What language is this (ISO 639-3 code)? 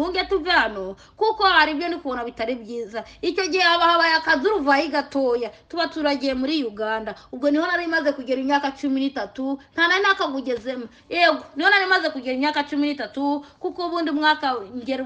kin